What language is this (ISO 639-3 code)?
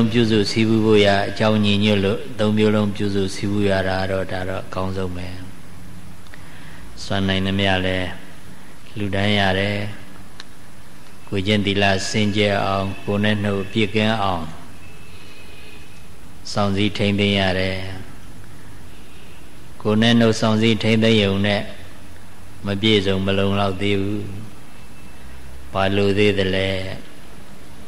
mya